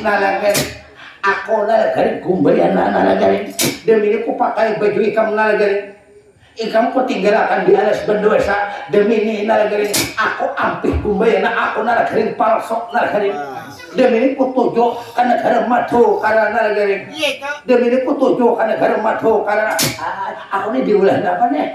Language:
Banjar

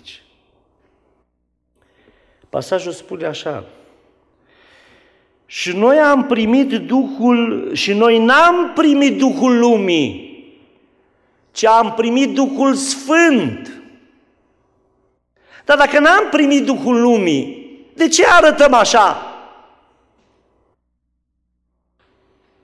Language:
Romanian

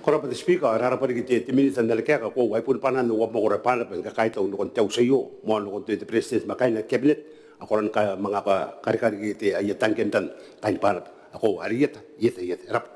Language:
Gilbertese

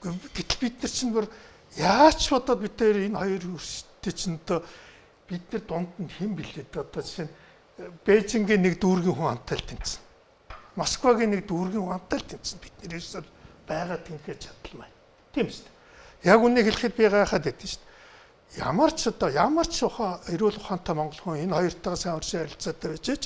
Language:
Mongolian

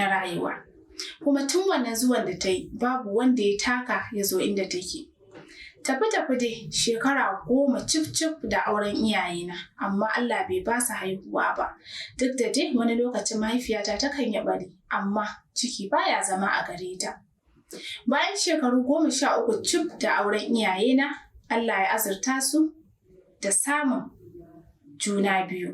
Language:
Hausa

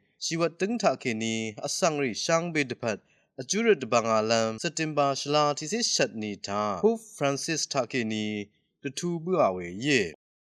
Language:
Rawang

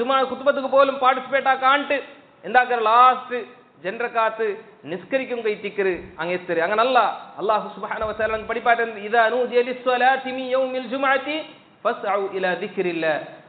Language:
Malayalam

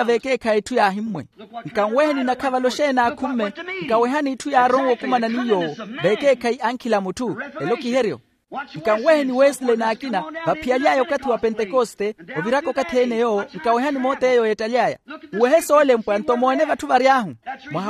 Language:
Makhuwa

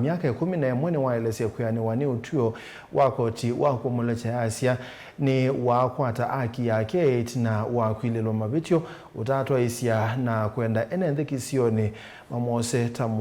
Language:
Kamba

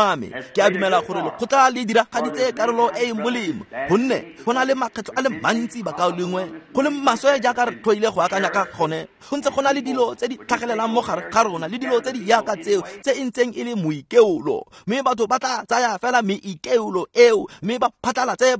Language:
Tswana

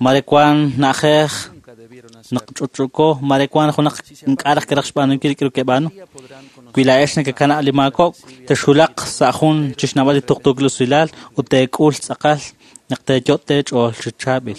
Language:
Kekchí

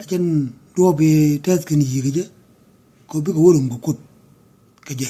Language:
Nuer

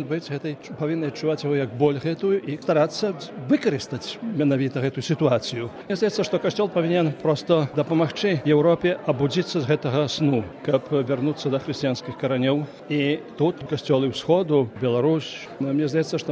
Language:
Belarusian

